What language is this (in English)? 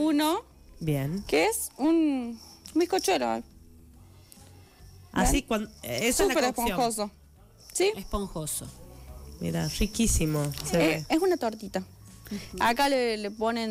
Spanish